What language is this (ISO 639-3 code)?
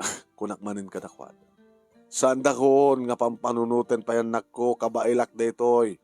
ilo